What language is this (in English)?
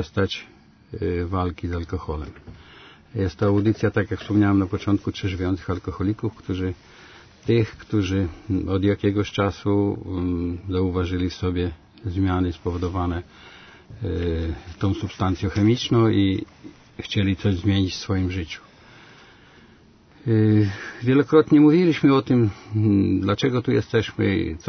Polish